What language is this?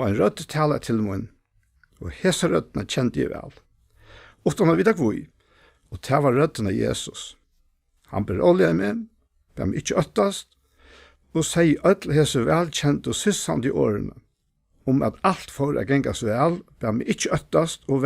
Faroese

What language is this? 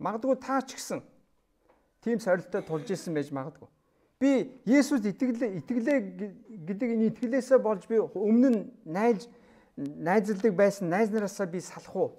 Mongolian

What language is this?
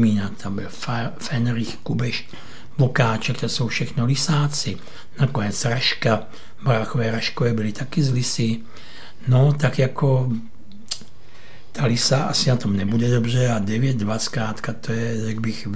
Czech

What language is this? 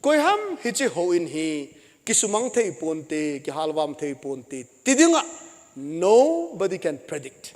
Thado Chin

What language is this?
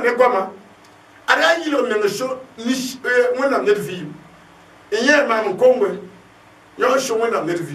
Mossi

